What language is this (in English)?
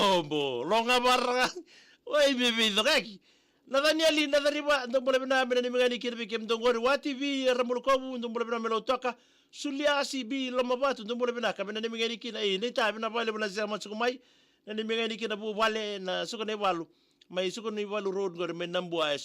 Fijian